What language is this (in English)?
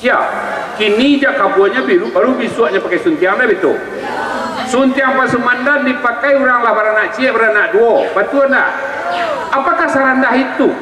Minangkabau